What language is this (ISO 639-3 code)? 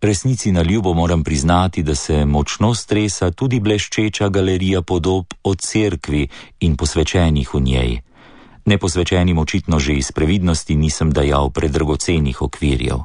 slv